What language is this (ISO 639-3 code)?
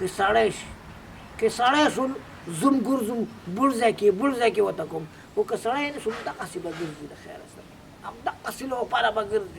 pus